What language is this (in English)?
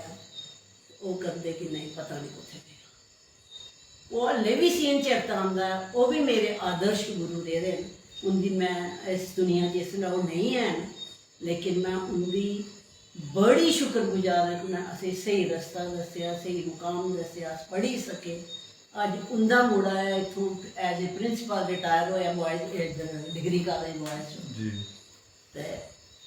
Dogri